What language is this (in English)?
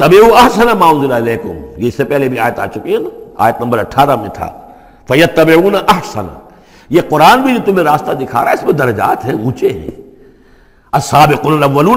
Urdu